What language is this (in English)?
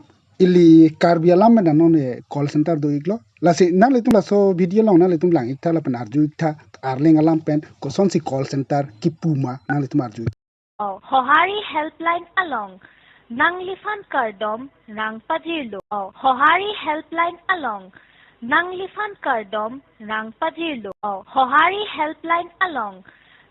Karbi